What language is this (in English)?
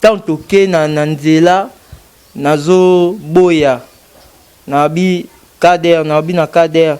Lingala